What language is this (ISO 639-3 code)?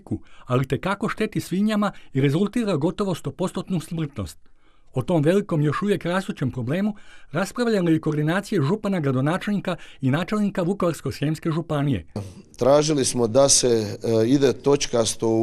hrv